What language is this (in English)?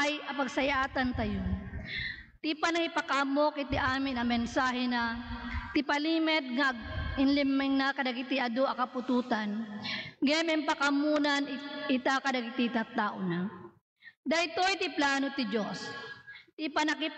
Iloko